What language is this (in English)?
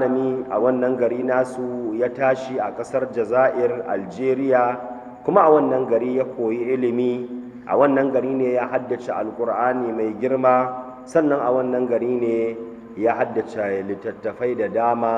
Hausa